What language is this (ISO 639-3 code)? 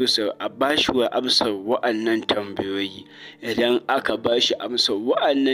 hau